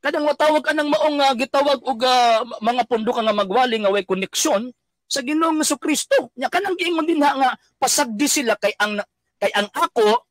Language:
Cebuano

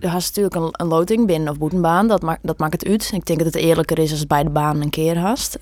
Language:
Western Frisian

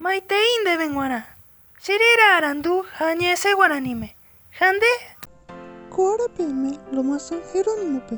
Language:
Guarani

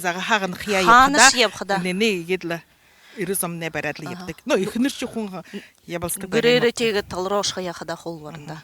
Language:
Buriat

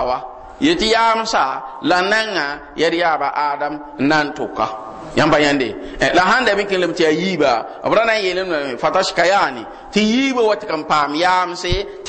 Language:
Mossi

